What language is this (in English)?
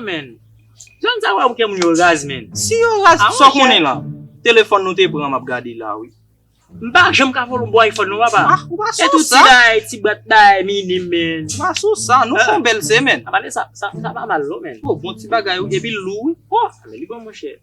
Haitian Creole